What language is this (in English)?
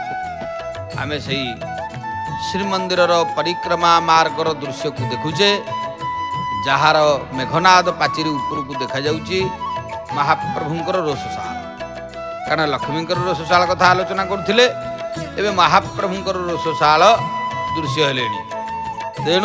Odia